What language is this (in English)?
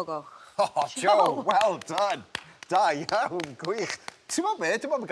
Welsh